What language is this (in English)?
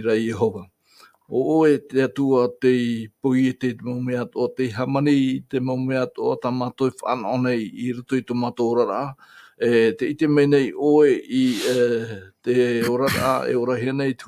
Tahitian